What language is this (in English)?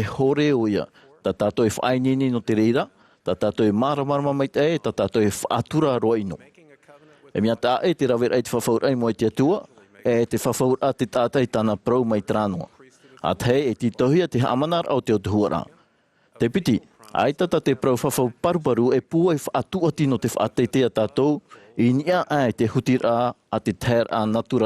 Tahitian